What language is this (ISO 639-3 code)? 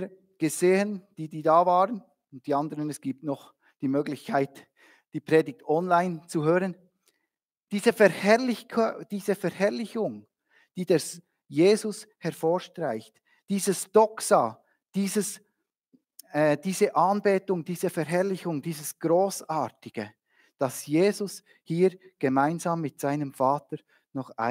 gsw